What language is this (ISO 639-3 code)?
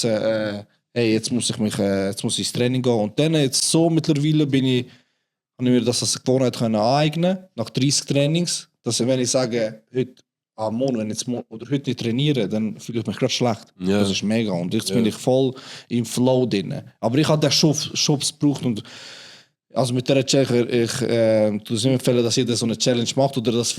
gsw